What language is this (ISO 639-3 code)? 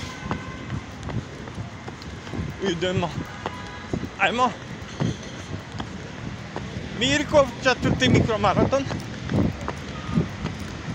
hrv